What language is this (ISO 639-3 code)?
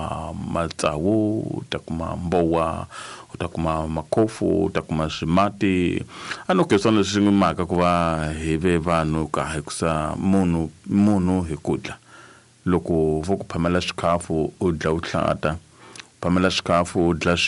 tso